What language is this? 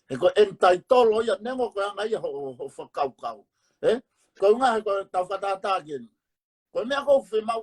Tongan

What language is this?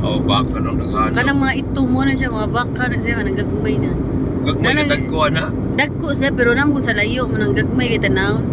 Cebuano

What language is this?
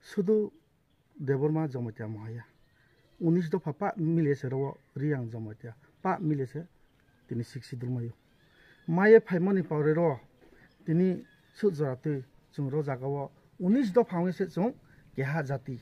Riang (India)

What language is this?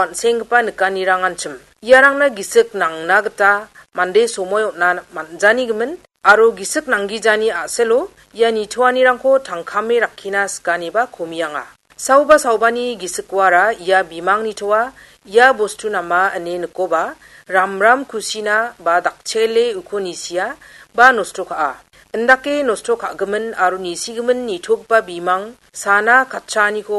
Garo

